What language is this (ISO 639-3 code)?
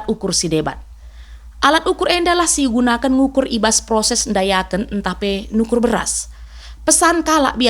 btx